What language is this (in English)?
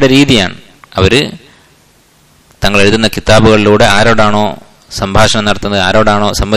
Malayalam